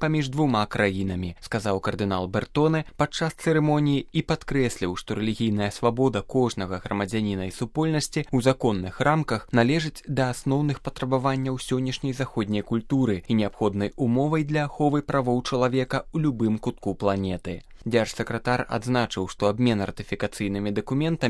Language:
Belarusian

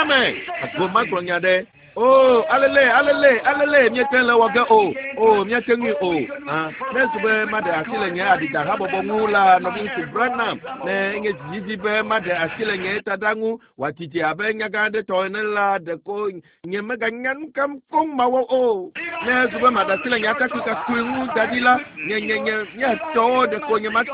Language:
Ewe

